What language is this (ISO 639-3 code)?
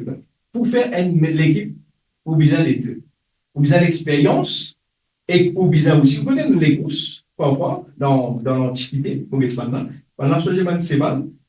mfe